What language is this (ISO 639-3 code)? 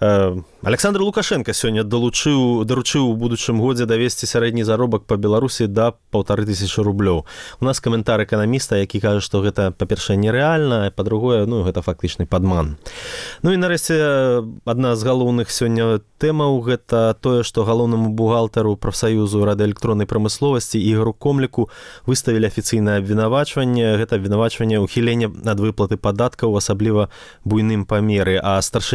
bel